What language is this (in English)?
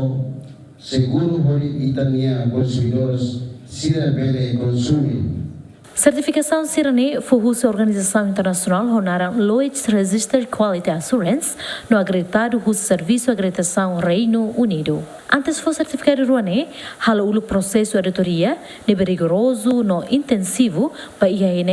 Tetum